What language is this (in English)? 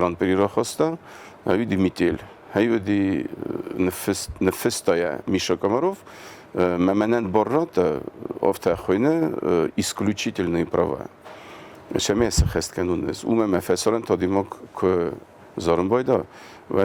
Ossetic